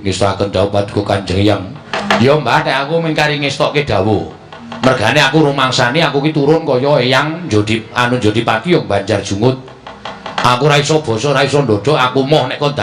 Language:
Javanese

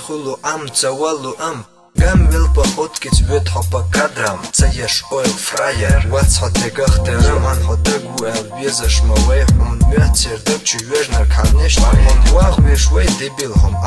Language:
Chechen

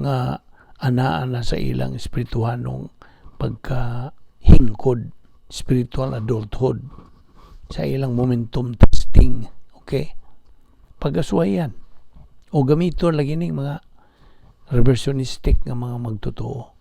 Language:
Cebuano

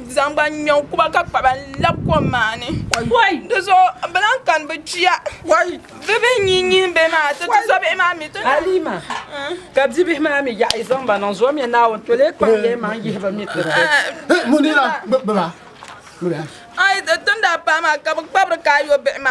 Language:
Dagbani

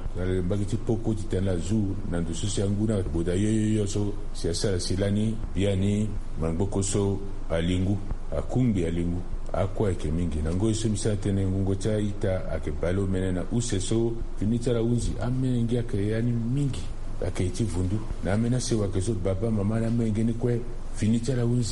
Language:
Sango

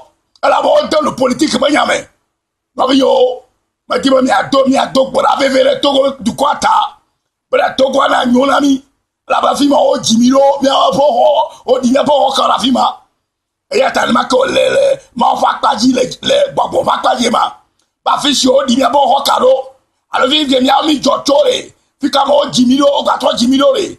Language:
Ewe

